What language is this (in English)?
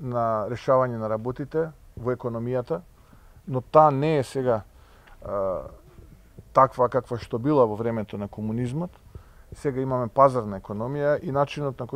Macedonian